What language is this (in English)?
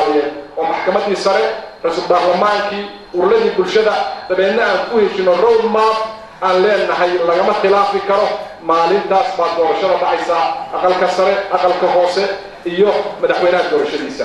Somali